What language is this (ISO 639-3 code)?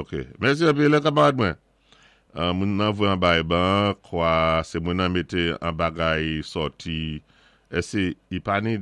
acf